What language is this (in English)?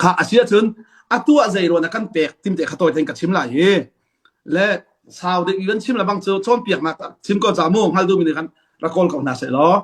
Hakha Chin